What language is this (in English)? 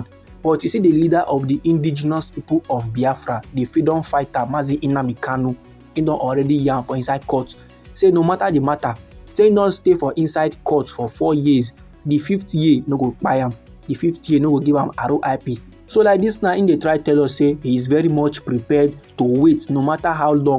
Nigerian Pidgin